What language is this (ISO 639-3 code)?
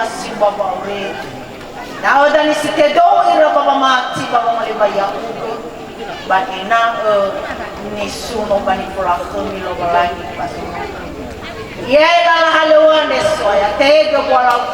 nia